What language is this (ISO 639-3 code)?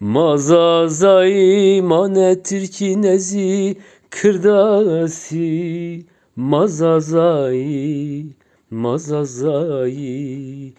zza